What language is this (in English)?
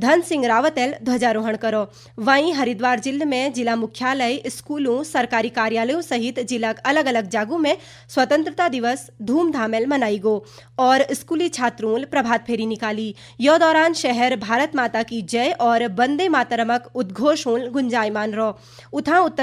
Garhwali